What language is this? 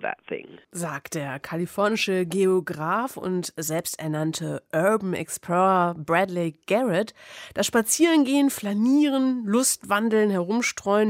German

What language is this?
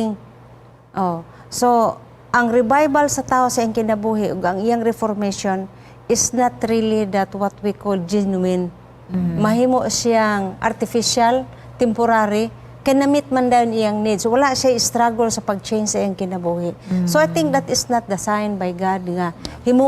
Cebuano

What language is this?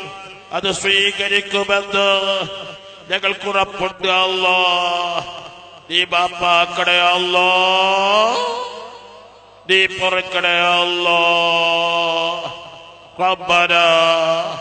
Malayalam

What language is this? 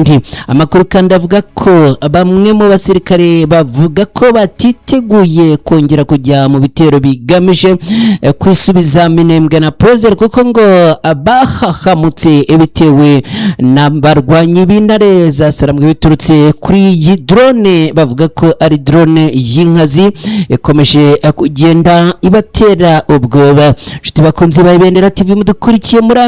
Kinyarwanda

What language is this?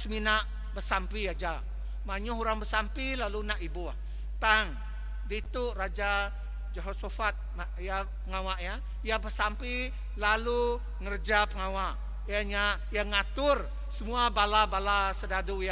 Iban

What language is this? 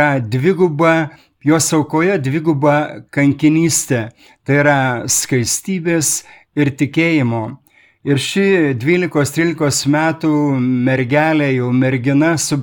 Lithuanian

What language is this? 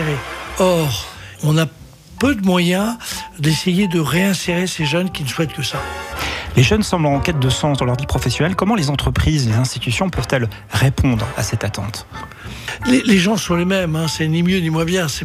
French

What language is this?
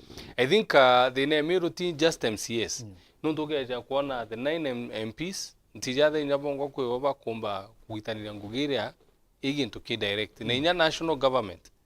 Meru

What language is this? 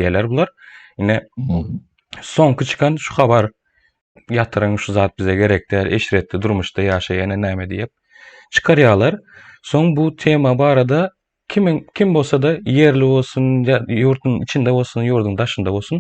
Turkmen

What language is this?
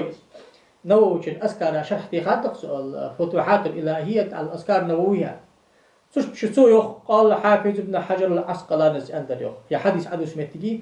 Ingush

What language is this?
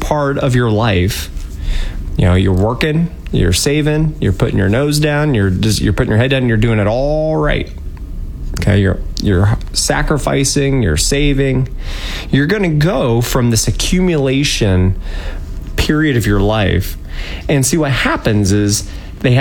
English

